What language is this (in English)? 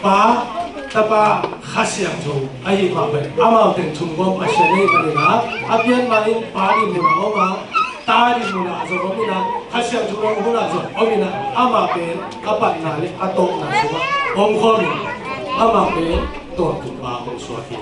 Tedim Chin